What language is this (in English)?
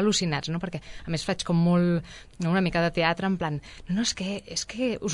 Catalan